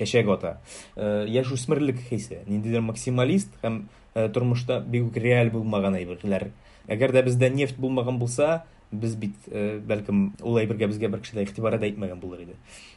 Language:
Tatar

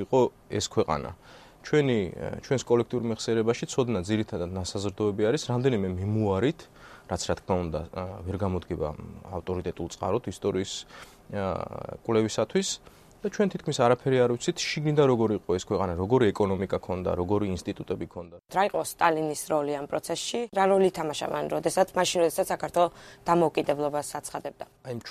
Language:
Georgian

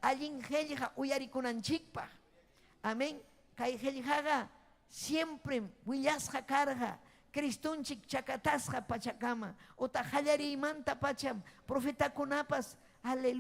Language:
Ayacucho Quechua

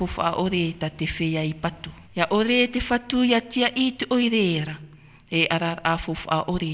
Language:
Tahitian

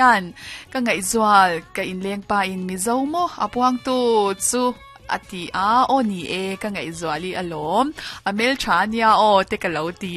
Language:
Mizo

